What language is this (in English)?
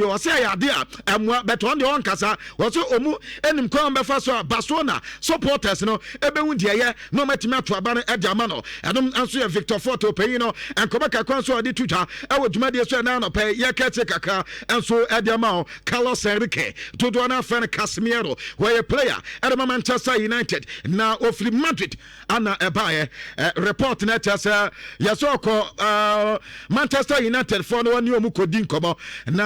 Akan